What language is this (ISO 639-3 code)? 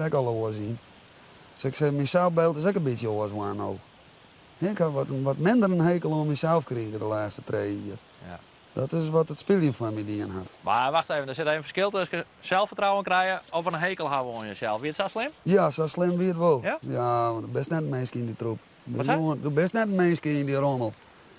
fry